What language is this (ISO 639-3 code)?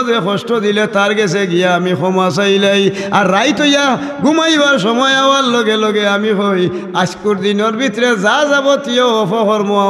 syl